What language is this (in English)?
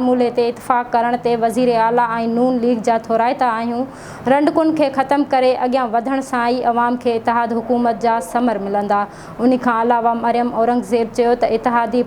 Sindhi